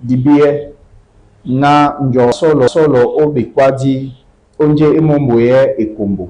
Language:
Duala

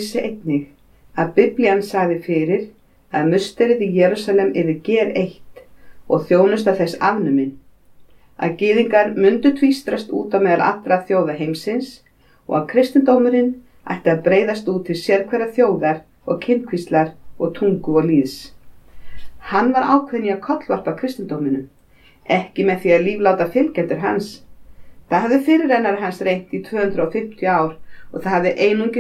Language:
Icelandic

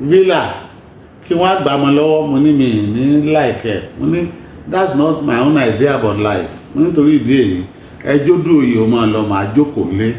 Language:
Yoruba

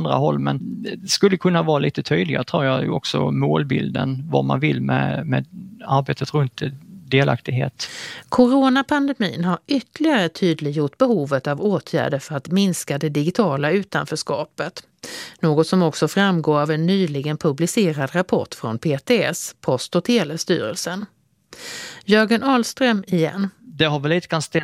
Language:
Swedish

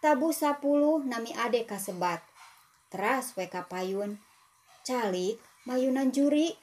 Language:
Sundanese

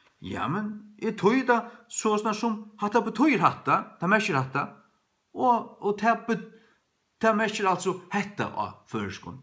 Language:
Faroese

